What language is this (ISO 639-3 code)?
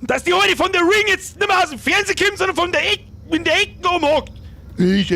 bar